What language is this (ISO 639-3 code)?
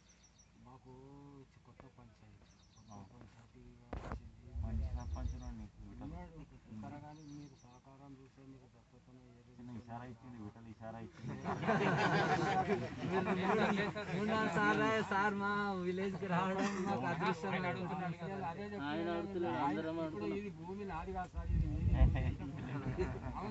tel